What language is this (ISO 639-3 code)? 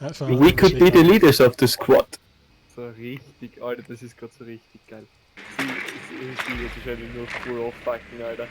bar